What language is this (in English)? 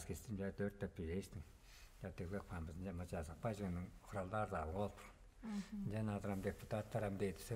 Tuvinian